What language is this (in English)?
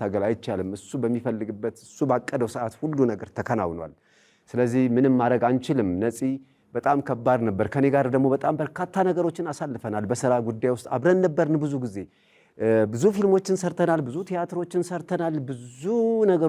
Amharic